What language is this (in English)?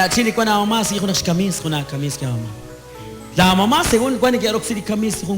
Kekchí